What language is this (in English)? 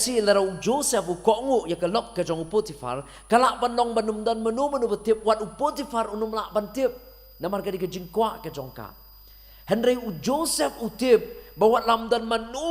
Khasi